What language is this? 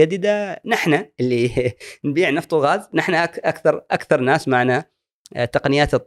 Gulf Arabic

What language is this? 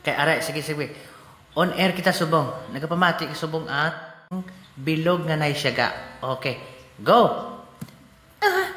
Hiligaynon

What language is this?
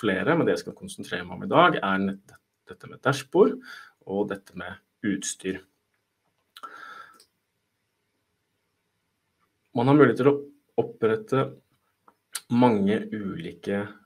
Norwegian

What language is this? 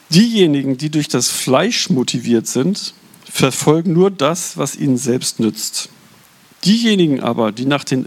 German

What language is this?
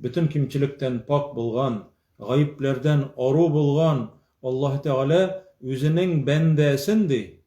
Tatar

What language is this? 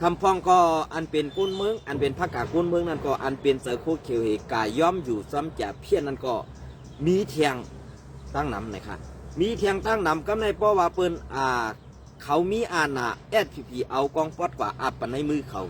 Shan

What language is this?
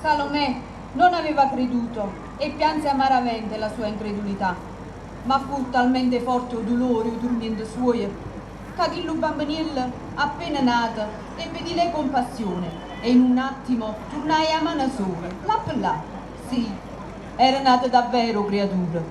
Neapolitan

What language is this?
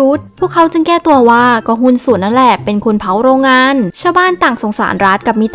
Thai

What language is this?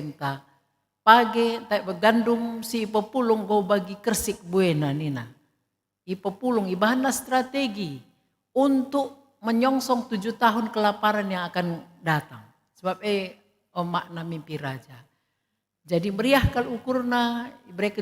Batak Karo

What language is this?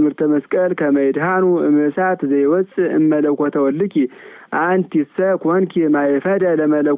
Geez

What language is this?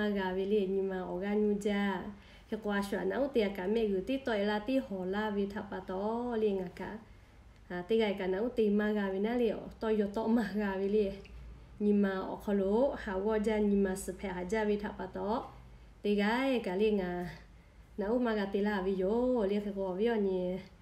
Lahu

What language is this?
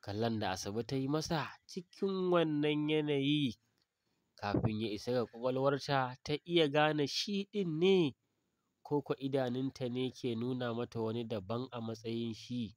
Hausa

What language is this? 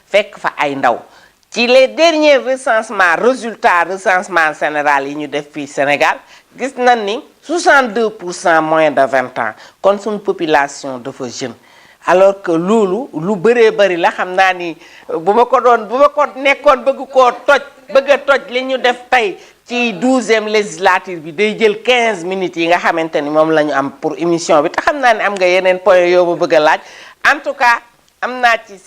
Wolof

